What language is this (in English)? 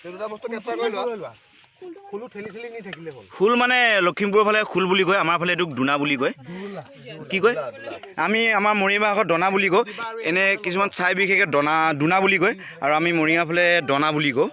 Assamese